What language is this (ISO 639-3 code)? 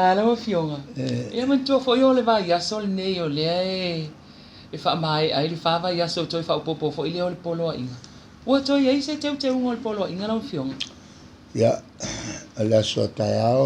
smo